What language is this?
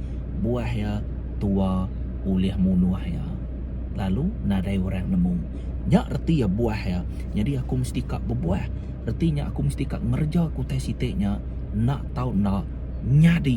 Iban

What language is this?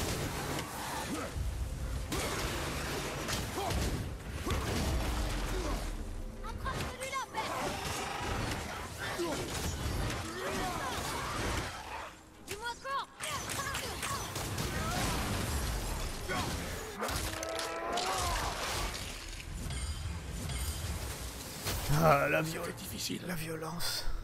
French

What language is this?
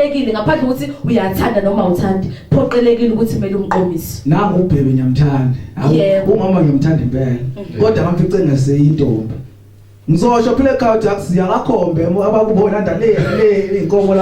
Zulu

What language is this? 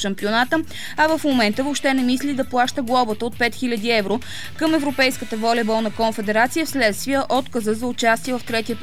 Bulgarian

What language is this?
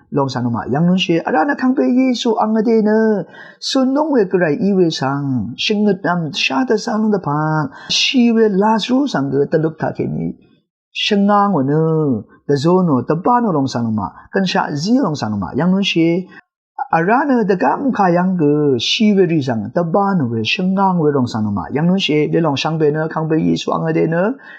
Rawang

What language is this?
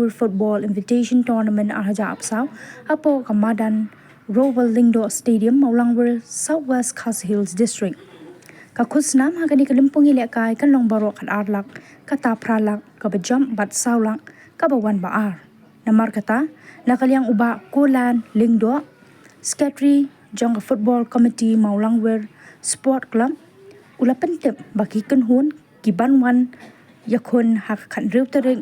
Khasi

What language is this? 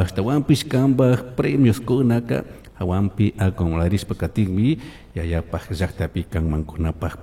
Chimborazo Highland Quichua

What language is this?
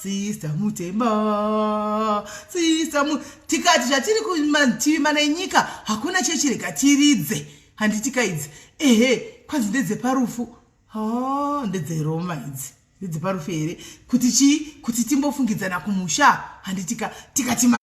Shona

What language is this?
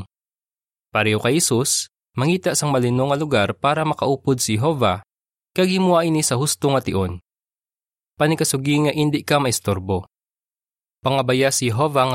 Hiligaynon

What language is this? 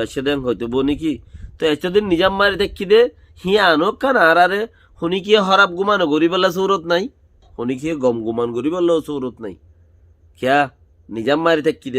Rohingya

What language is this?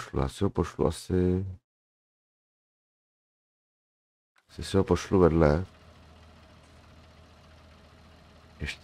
Czech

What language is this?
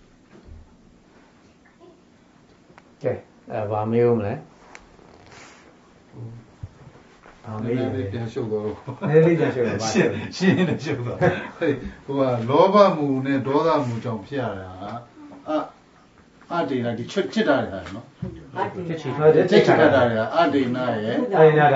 Burmese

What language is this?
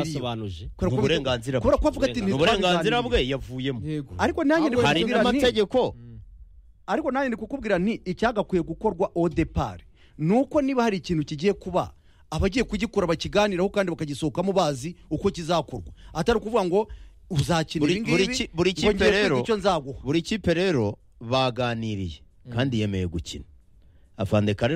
Kinyarwanda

